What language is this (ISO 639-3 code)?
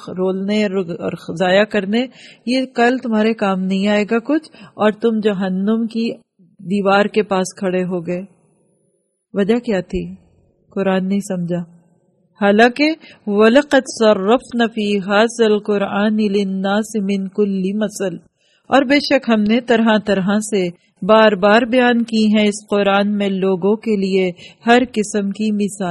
urd